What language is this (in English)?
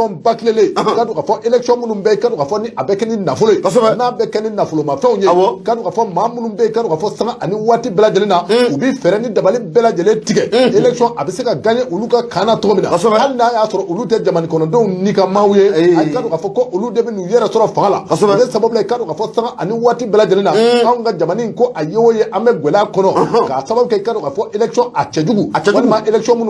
Bambara